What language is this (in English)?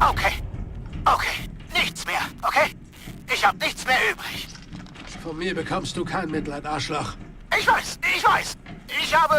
Bavarian